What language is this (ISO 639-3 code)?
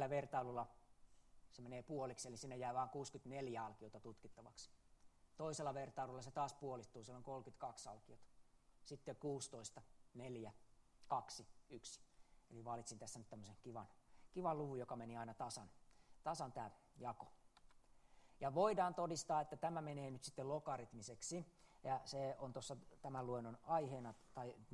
fin